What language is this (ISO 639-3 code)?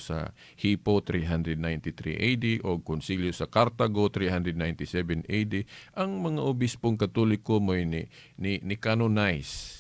ceb